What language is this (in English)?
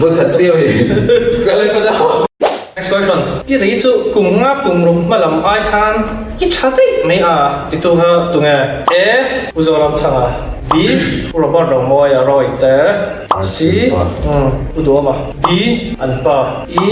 Mizo